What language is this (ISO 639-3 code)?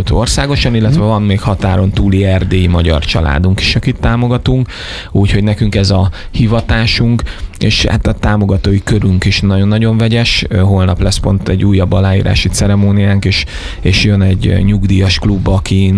hun